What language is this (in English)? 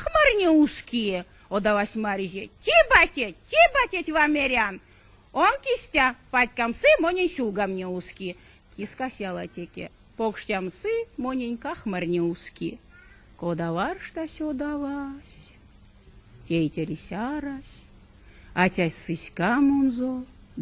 Erzya